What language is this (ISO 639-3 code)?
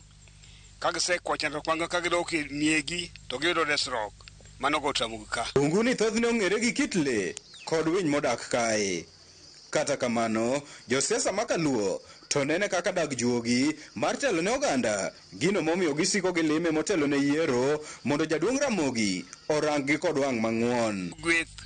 luo